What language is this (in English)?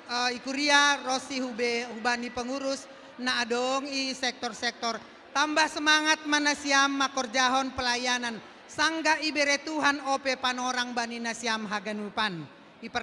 Batak Simalungun